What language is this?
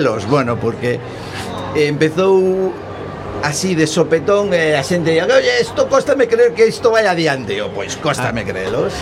Galician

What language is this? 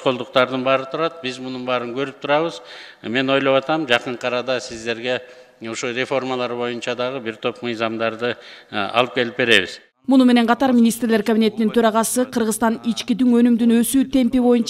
Kyrgyz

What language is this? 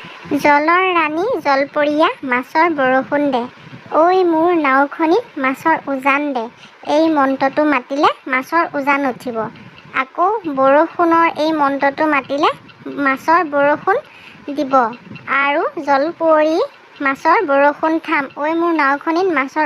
Assamese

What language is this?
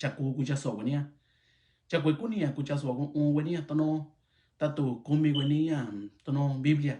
Mixtepec Mixtec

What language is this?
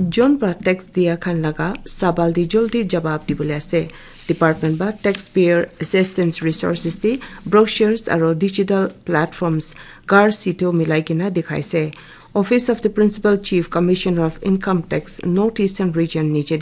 Naga Pidgin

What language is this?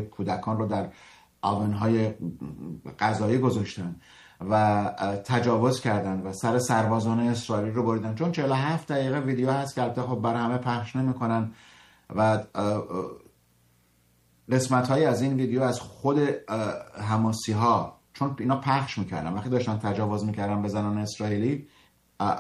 Persian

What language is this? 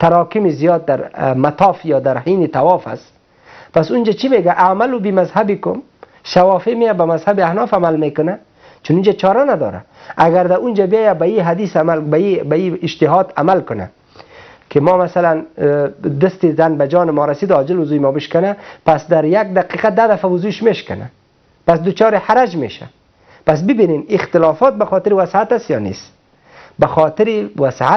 Persian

